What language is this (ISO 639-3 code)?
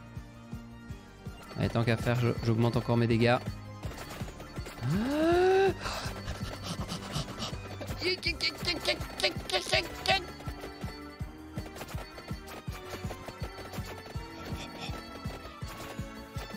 fra